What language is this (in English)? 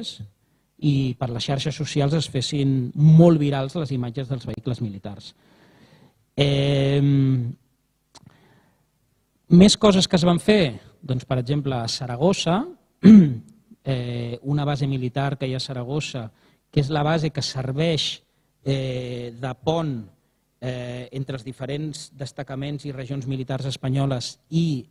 Catalan